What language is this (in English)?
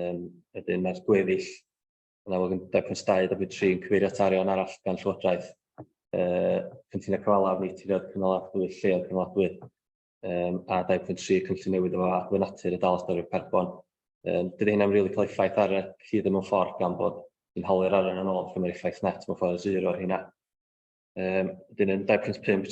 Welsh